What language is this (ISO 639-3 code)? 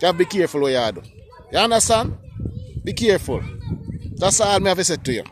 jam